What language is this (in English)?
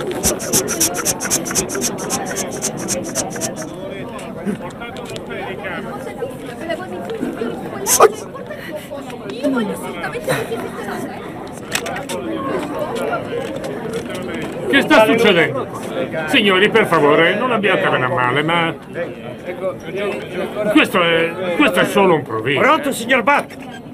Italian